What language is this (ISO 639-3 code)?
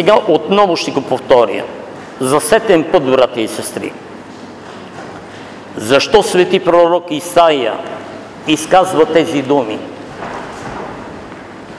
bul